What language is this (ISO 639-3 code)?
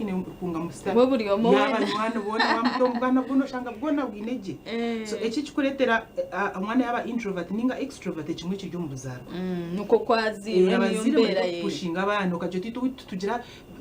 nyn